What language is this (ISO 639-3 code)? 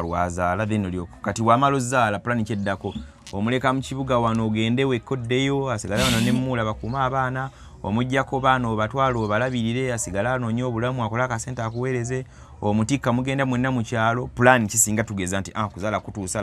lug